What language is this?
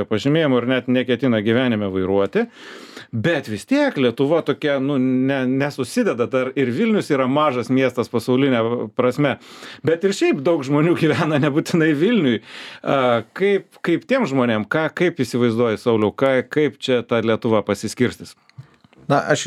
Lithuanian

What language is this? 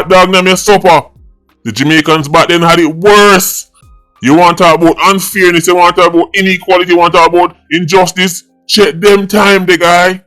Jamaican Creole English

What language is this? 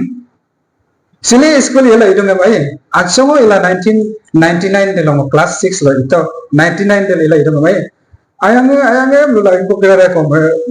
Adi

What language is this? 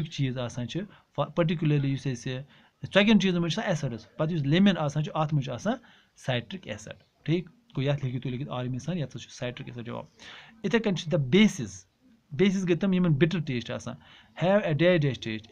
Kashmiri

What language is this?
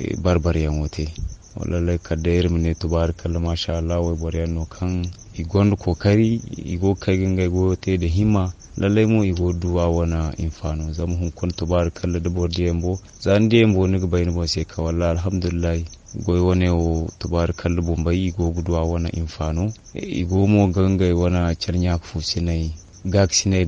Zarma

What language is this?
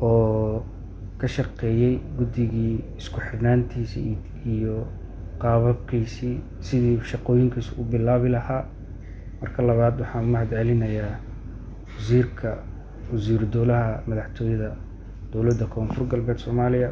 Somali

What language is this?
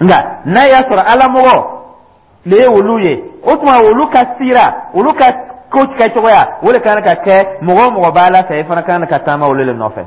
Dyula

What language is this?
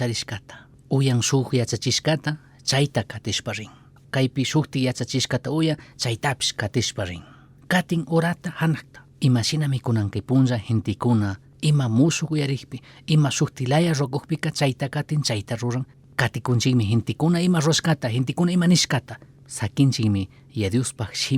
Chimborazo Highland Quichua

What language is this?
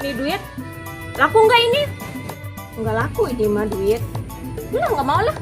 Betawi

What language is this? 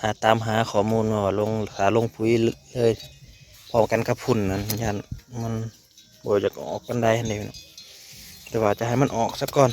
Northeastern Thai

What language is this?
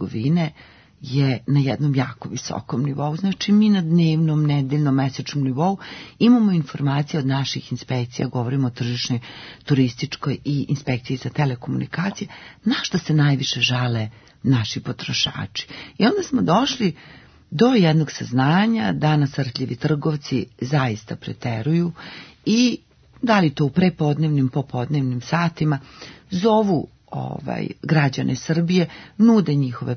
Serbian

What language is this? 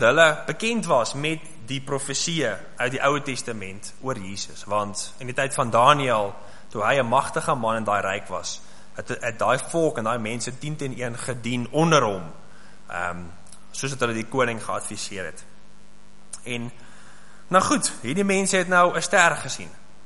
Afrikaans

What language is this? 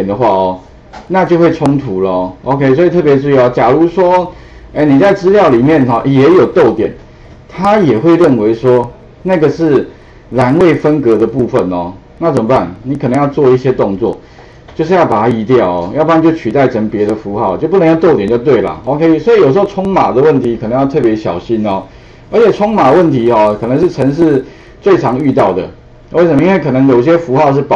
Chinese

